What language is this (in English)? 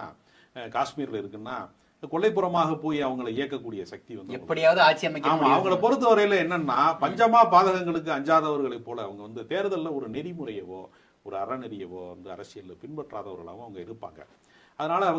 Tamil